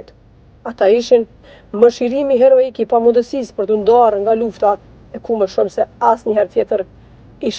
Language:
Albanian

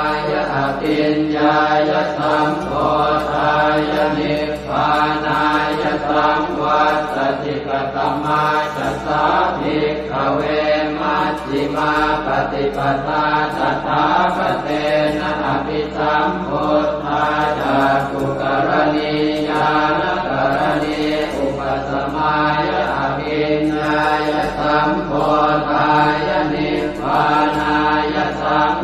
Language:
Pali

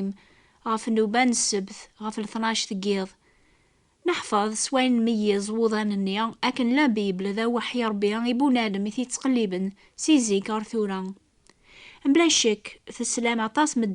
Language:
Kabyle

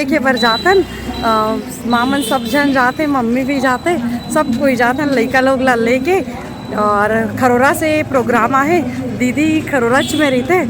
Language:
Chhattisgarhi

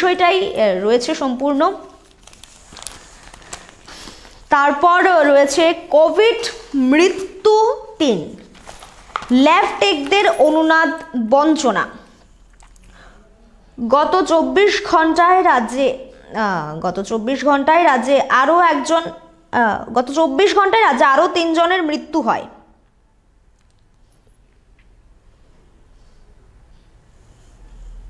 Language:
Bangla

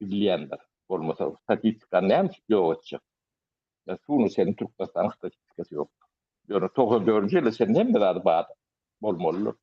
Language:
Turkmen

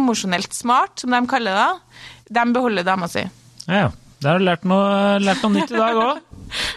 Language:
Norwegian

